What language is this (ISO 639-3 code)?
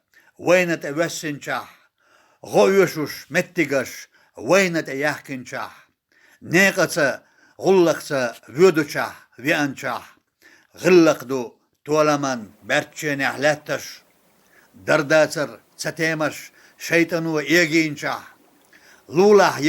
che